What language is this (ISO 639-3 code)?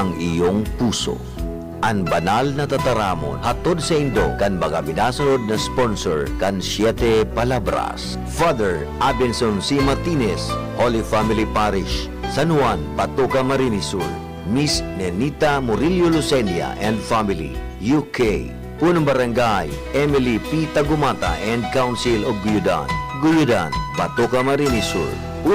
bik